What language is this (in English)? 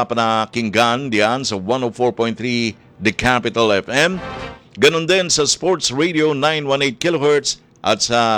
Filipino